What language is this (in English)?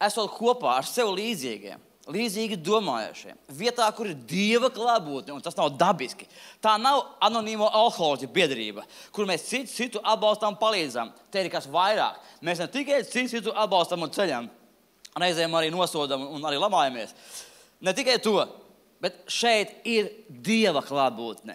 Latvian